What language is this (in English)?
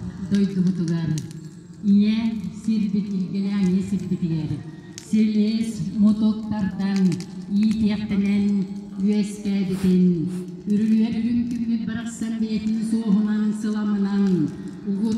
Yakut